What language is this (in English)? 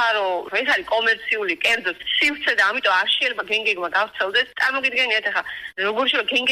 Georgian